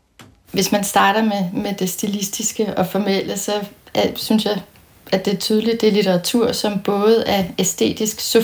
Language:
Danish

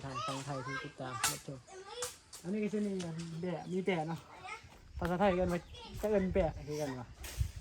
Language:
Northeastern Thai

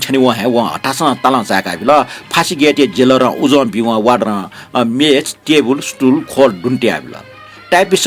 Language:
Newari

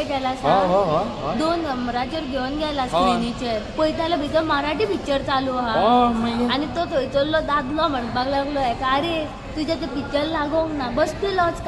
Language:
Konkani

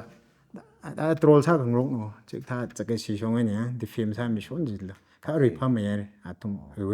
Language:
Tangkhul Naga (India)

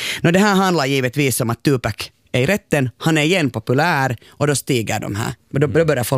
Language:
Swedish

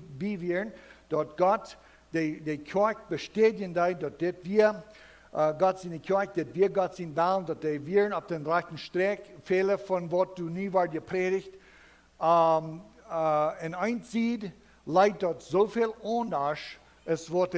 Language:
Plautdietsch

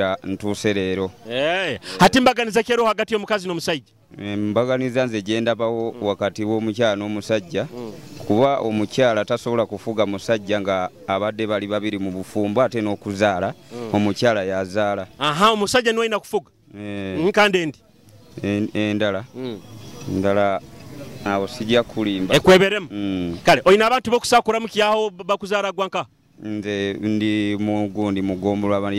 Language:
Nyoro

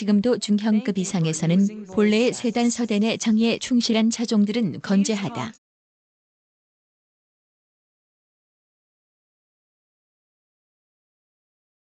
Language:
Korean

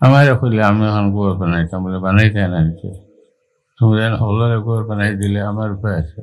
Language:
Sylheti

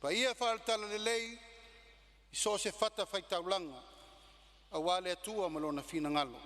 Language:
Samoan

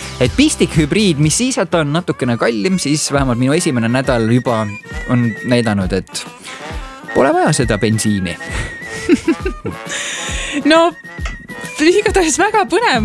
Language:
Estonian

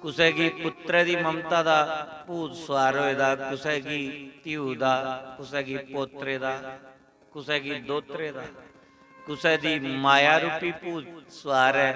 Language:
Dogri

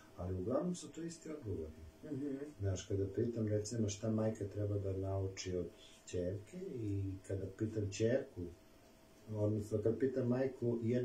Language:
Serbian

